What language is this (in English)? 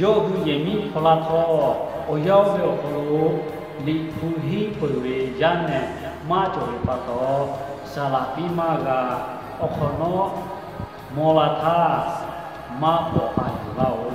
Lahu